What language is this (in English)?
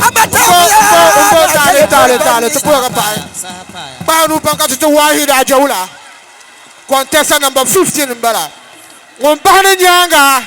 Dagbani